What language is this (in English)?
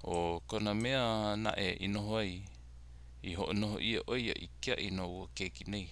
Hawaiian